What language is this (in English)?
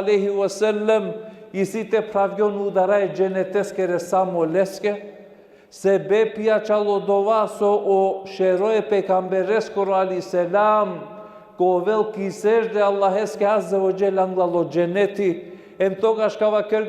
Balkan Romani